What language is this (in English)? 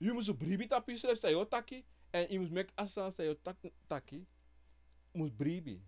Sranan Tongo